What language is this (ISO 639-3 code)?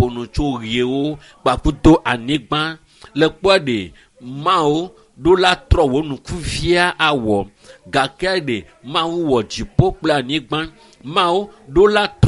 ewe